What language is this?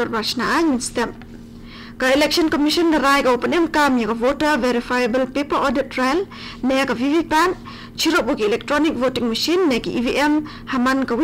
Khasi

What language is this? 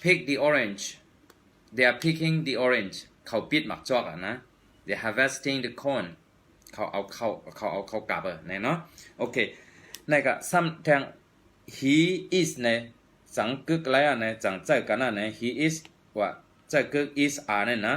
Shan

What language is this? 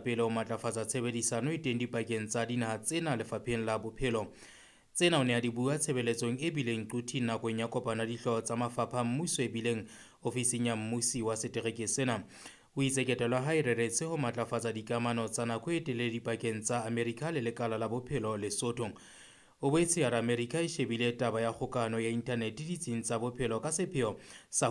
Southern Sotho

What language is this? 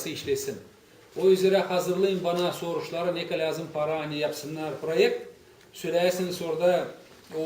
Gagauz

